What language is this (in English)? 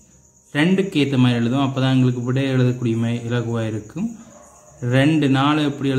Tamil